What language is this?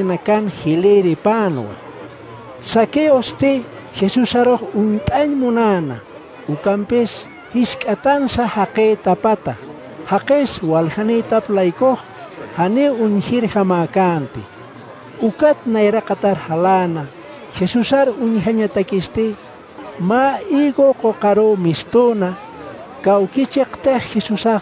Aymara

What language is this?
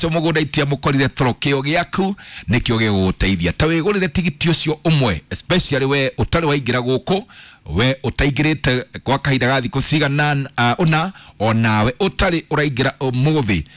Kikuyu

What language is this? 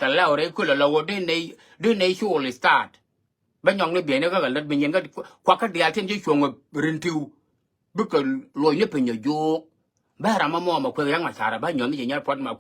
Nuer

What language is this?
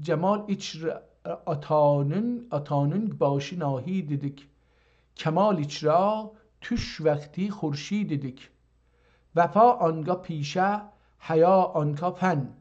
South Azerbaijani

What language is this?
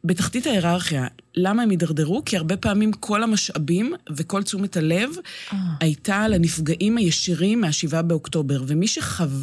Hebrew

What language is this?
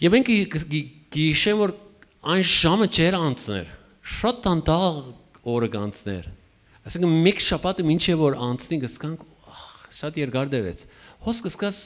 Western Armenian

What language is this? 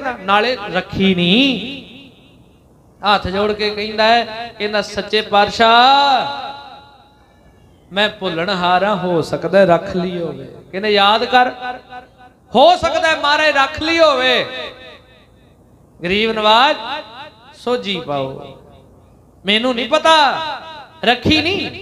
Punjabi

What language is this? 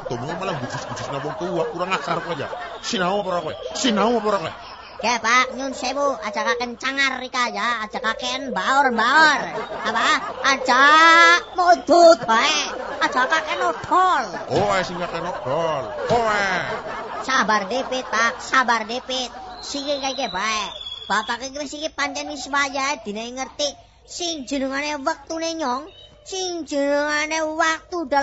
Javanese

